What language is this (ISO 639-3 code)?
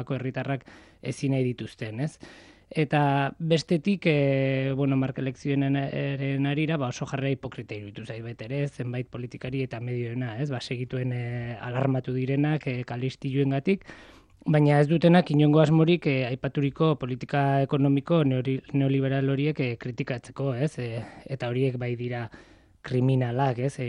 eus